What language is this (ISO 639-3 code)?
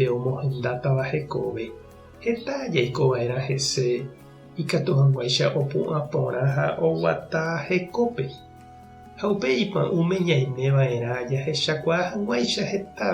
grn